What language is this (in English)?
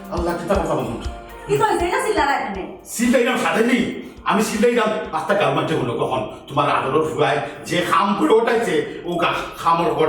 Sylheti